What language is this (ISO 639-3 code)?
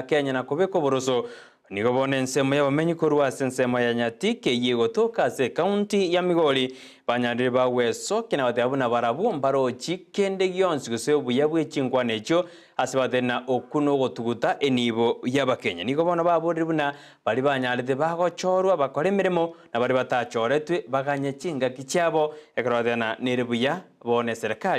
guz